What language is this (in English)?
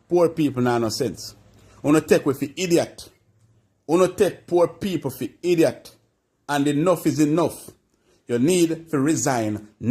Jamaican Creole English